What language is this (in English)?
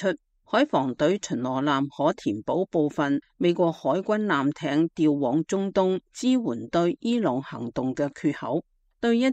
Cantonese